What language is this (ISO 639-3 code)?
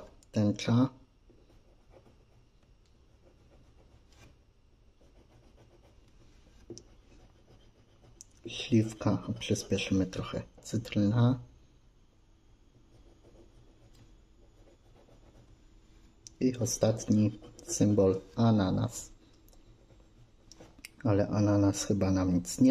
pol